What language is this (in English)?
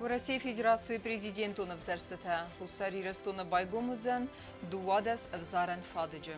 Ossetic